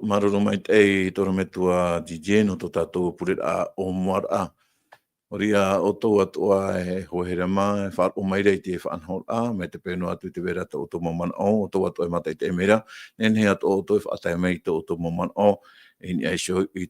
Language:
Tahitian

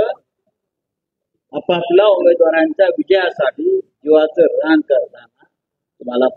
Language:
Marathi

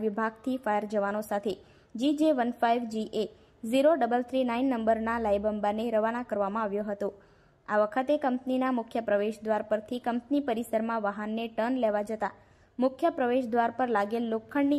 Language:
Gujarati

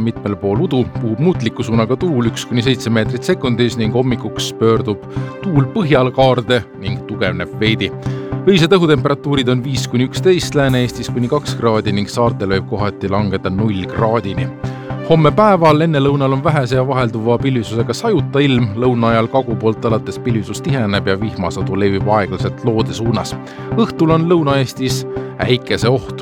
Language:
Estonian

